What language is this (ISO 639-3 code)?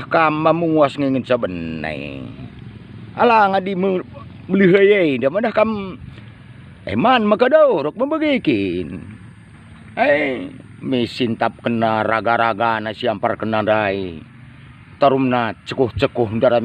btx